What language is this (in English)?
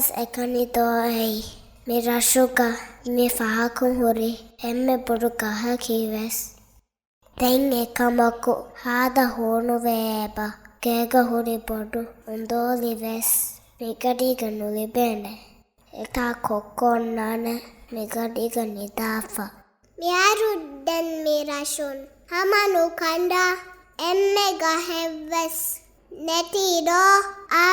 Divehi